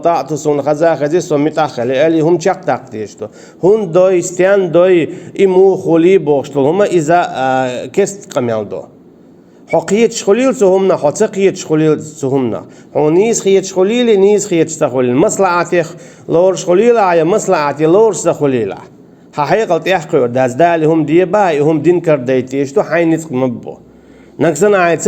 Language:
Chechen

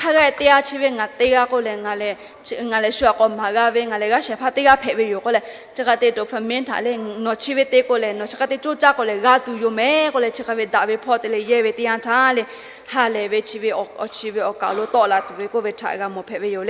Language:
Lahu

